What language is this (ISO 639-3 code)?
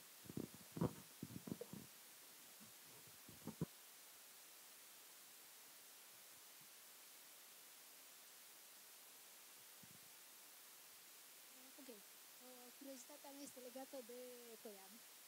ron